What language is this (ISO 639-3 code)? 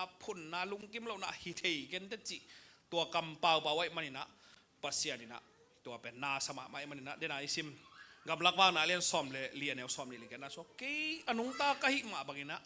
ctd